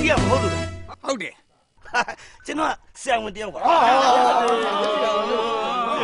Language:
Burmese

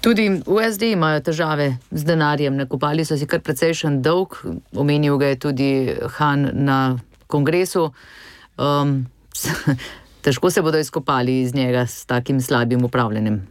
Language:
Slovenian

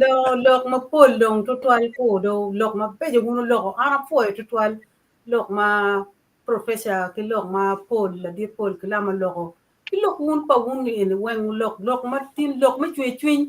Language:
Acoli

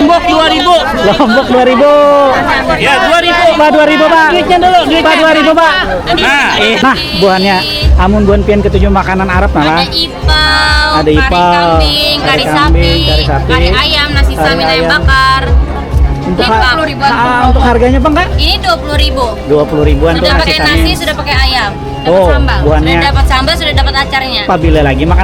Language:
Banjar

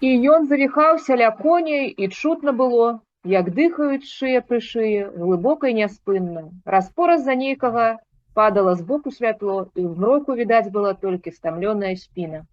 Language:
Belarusian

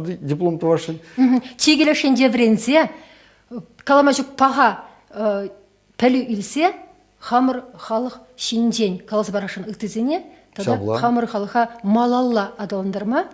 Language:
Chuvash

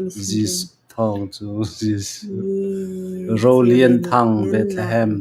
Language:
Hakha Chin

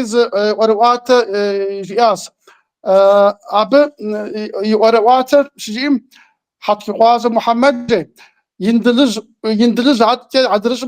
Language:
Kabardian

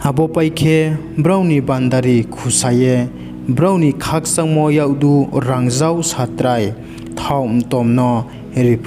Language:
Riang (India)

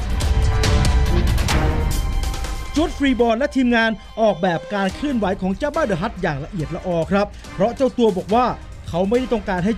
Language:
Thai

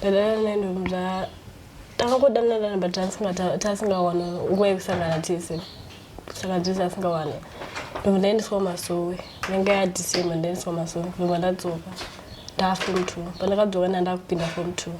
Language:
Shona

